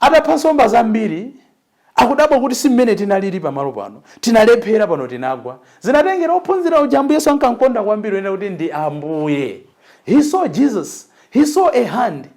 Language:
Nyanja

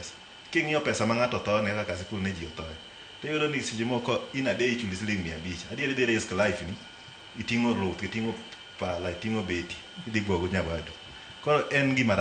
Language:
Luo (Kenya and Tanzania)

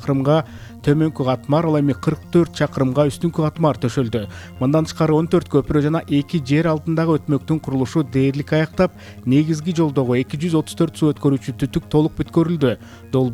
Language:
Kyrgyz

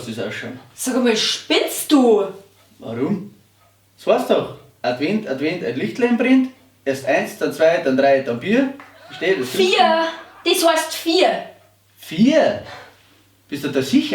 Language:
Bavarian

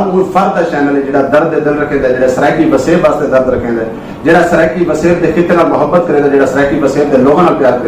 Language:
Saraiki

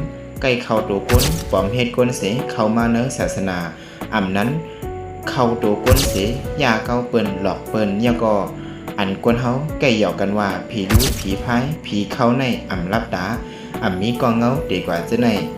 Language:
Shan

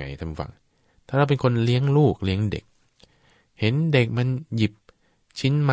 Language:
Thai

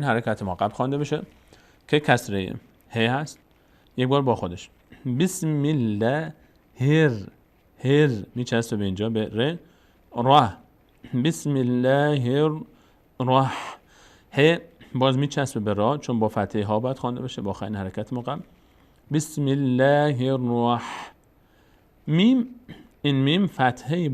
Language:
Persian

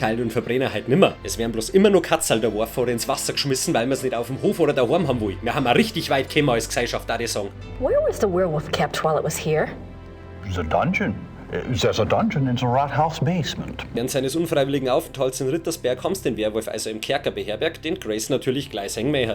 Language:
Bavarian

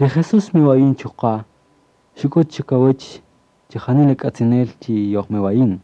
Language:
Kaqchikel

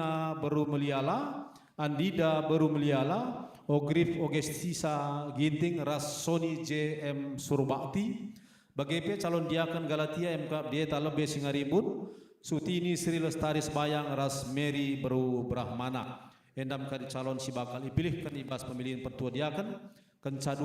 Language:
Batak Karo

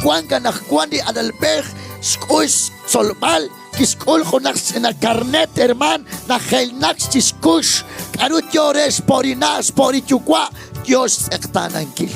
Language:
Kekchí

